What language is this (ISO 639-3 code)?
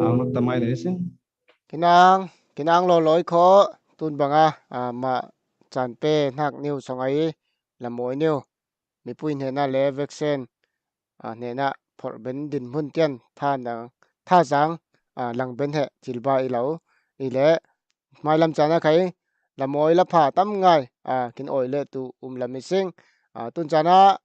cfm